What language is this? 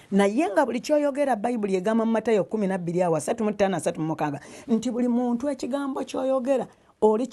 Ganda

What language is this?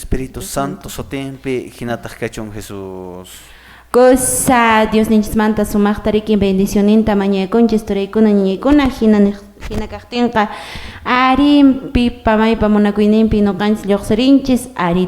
Quechua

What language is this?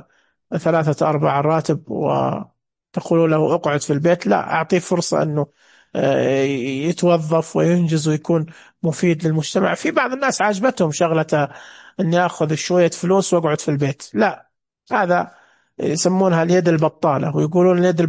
Najdi Arabic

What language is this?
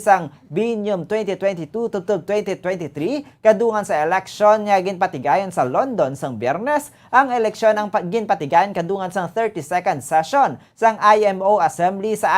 Hiligaynon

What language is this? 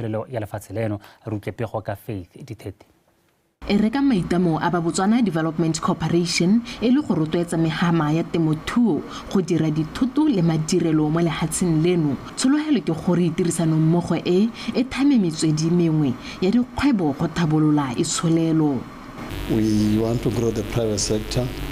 Tswana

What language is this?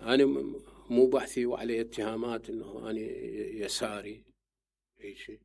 Mesopotamian Arabic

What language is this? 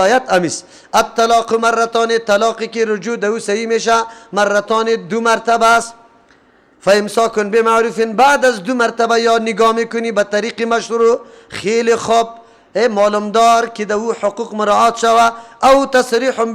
Persian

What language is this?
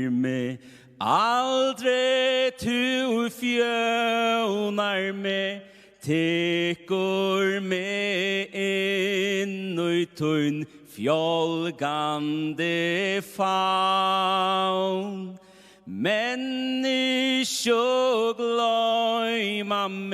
Faroese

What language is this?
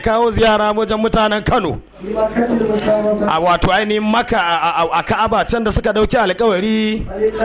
Hausa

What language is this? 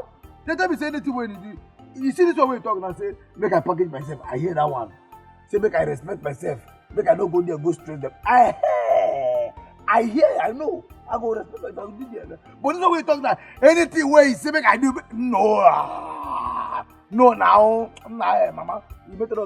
Nigerian Pidgin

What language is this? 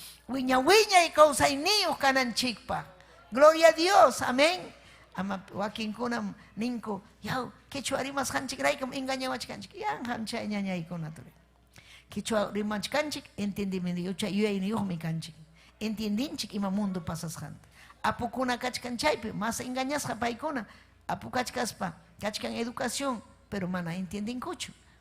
Ayacucho Quechua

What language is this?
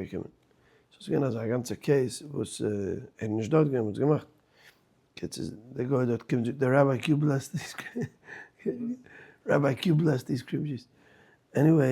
Yiddish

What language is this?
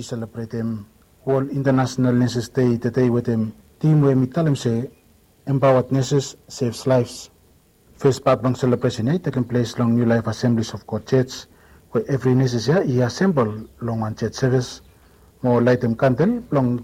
Bislama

